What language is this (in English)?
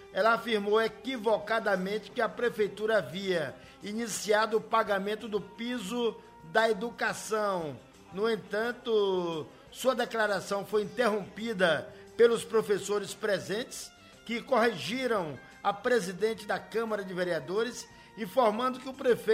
Portuguese